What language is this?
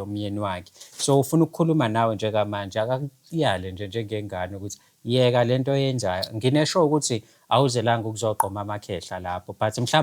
Zulu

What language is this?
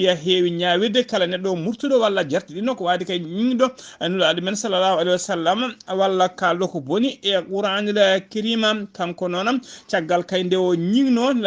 Fula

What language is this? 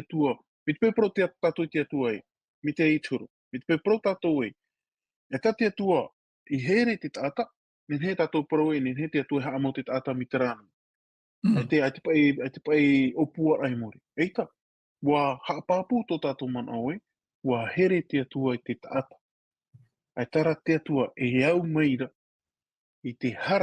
Tahitian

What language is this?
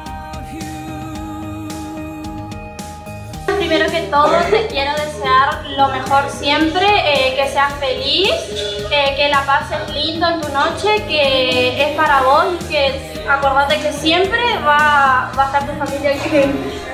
Spanish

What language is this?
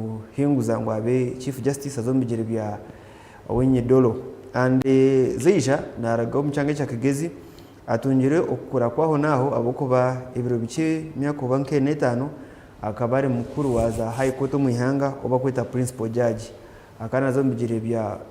Nyankole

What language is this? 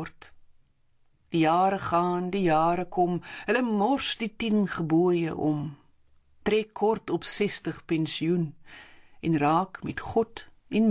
Afrikaans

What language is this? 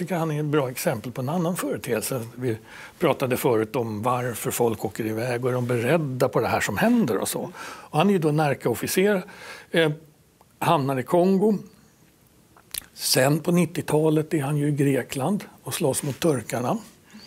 Swedish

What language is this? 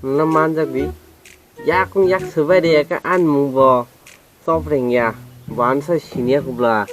Kok Borok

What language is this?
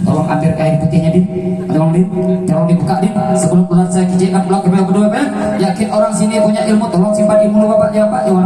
Minangkabau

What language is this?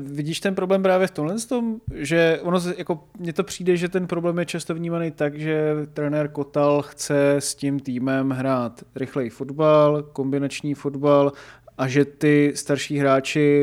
Czech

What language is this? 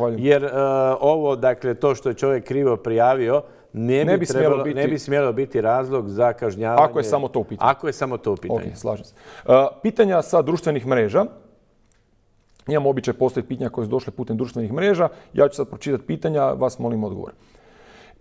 Croatian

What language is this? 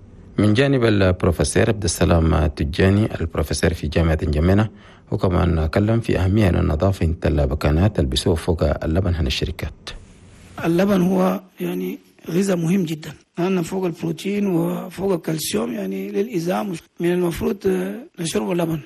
Chadian Arabic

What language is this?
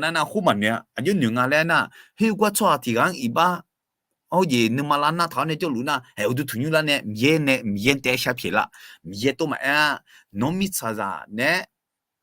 Akha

